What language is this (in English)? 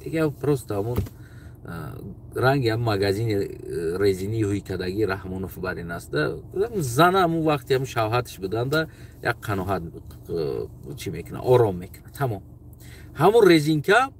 Tajik